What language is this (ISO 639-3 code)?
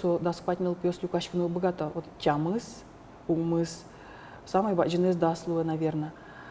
udm